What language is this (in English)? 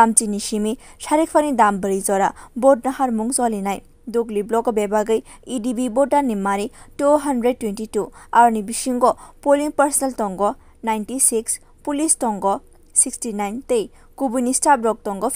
Kok Borok